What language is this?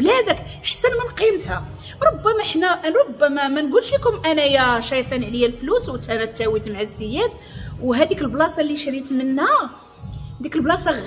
Moroccan Arabic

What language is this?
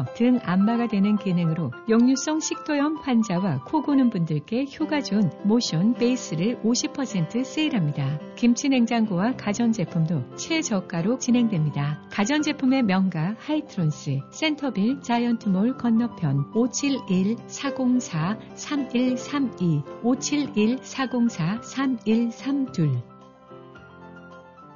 Korean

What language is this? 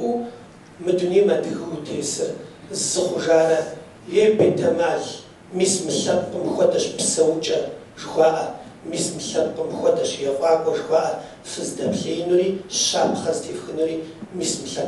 Kabardian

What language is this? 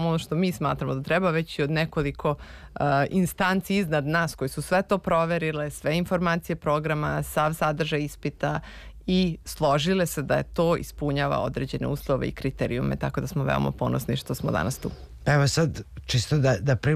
Serbian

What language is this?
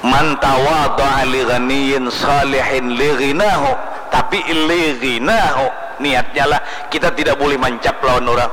Banjar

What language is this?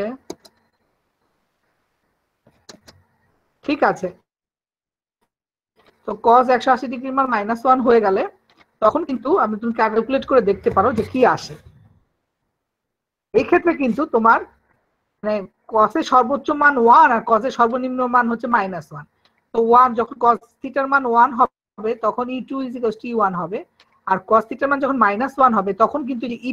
Bangla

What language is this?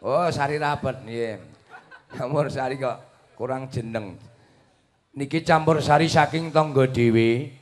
Javanese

